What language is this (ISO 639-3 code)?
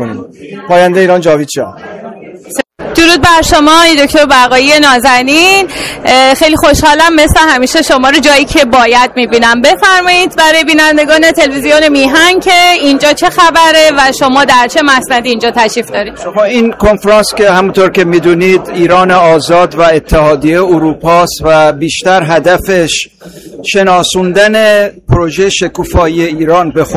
fas